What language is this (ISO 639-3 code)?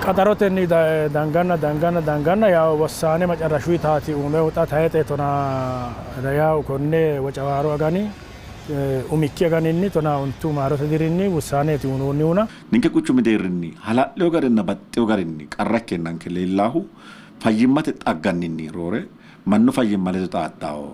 sid